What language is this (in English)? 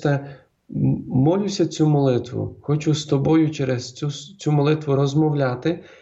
Ukrainian